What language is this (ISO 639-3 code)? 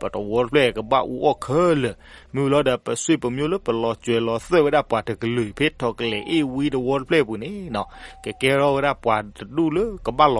ksw